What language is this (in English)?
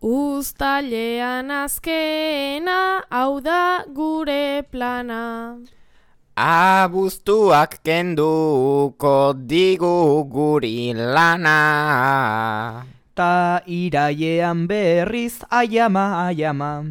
Basque